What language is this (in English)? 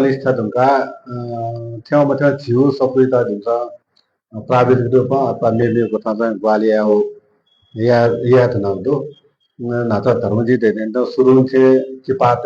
Newari